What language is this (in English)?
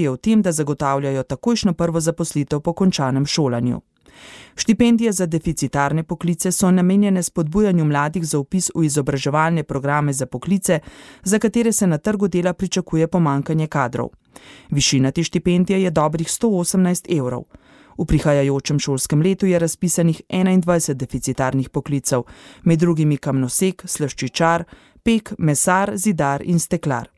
Slovenian